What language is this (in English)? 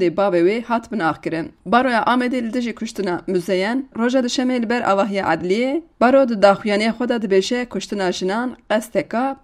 Kurdish